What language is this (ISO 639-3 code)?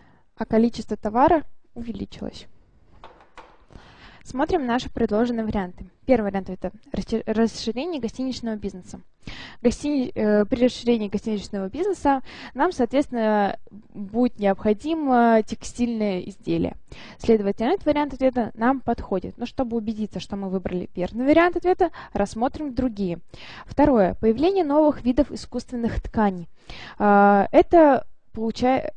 rus